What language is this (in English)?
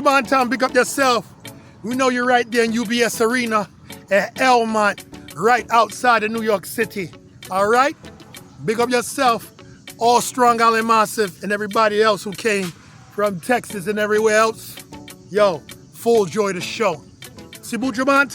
Jamaican Creole English